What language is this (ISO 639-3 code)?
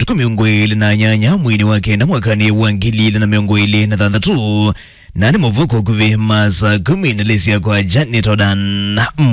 kam